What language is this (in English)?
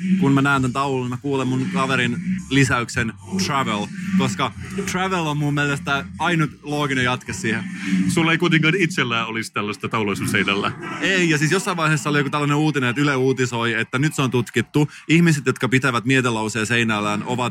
Finnish